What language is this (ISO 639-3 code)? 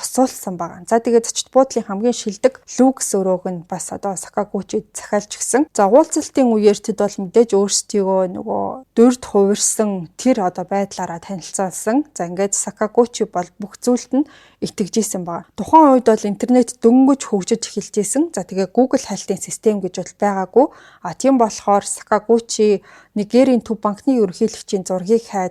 mon